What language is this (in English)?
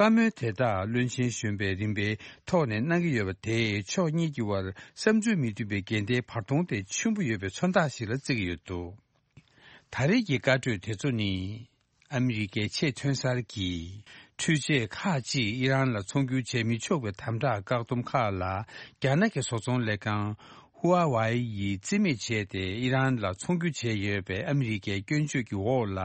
Tibetan